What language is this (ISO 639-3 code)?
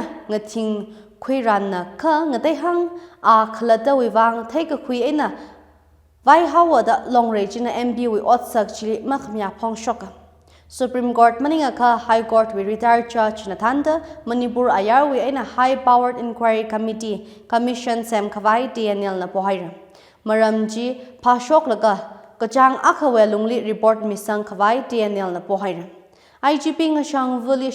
nmf